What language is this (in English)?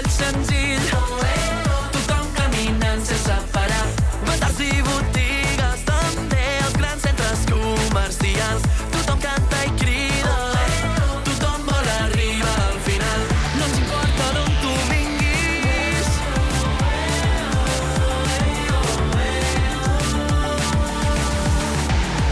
Catalan